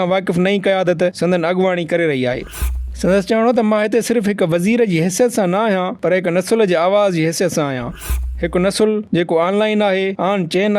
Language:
Sindhi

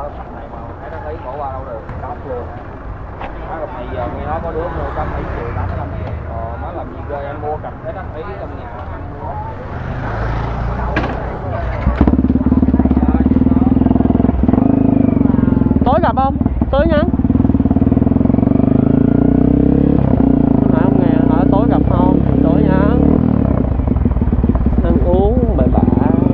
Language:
Vietnamese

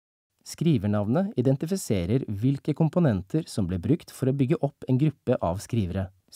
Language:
Norwegian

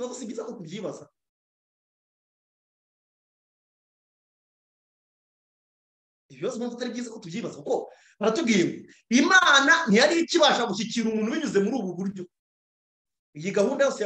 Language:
Kinyarwanda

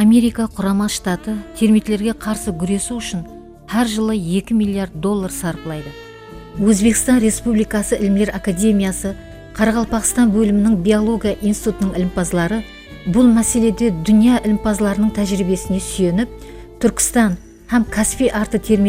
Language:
Kara-Kalpak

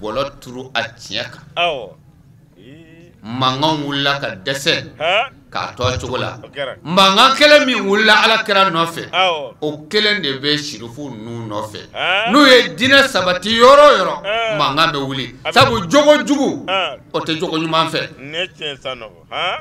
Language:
Bambara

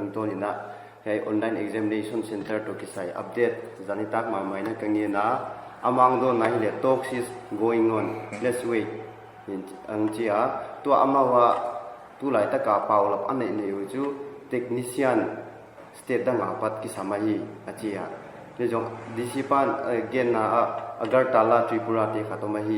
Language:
Paite Chin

